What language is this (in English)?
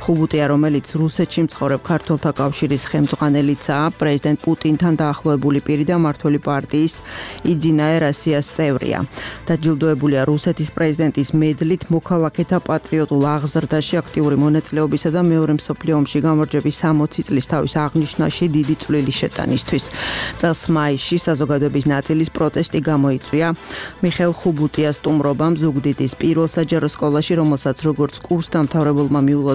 Georgian